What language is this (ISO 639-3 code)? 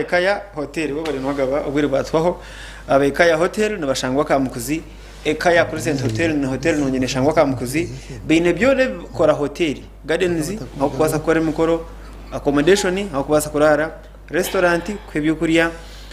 nyn